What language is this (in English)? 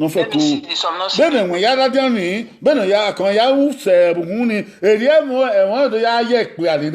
Bini